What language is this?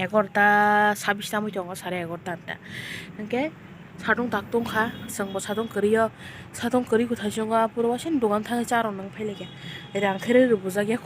Kok Borok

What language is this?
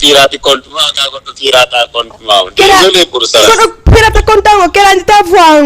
Fula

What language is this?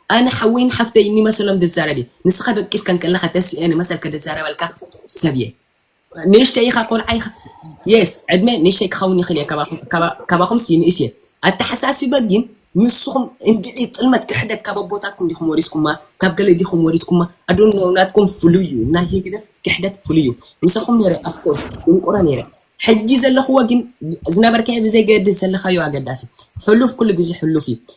Tigrinya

